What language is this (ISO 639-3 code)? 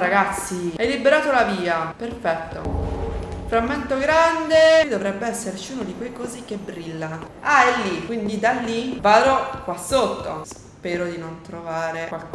ita